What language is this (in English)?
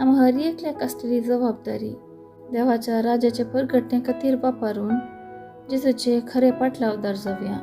Konkani